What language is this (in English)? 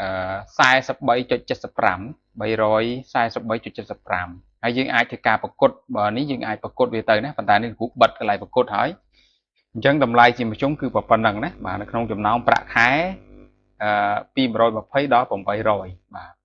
Khmer